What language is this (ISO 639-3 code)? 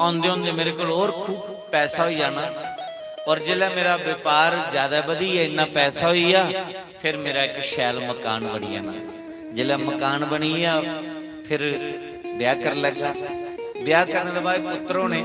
doi